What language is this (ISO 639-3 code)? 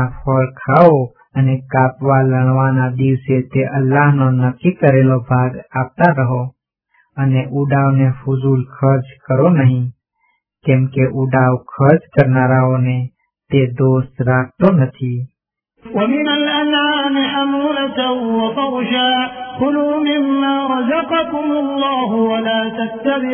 guj